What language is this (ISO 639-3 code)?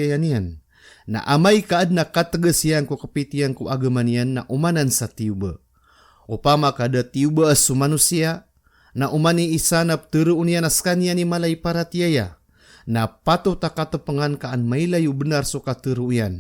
mrw